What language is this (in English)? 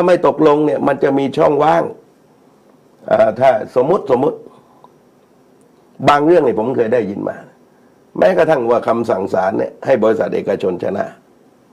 Thai